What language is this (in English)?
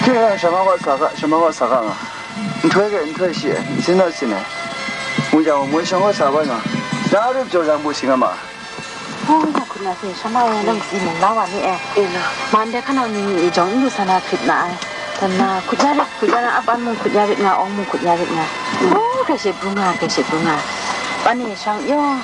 Kachin